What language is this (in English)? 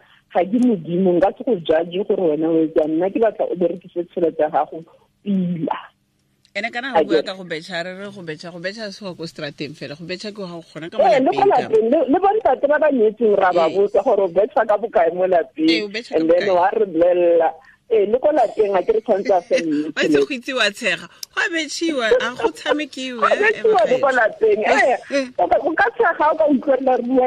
Tswana